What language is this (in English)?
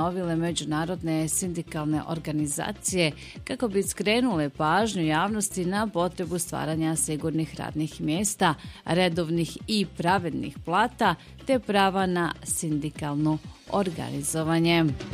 Bosnian